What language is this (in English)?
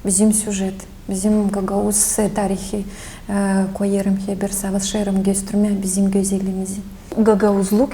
Gagauz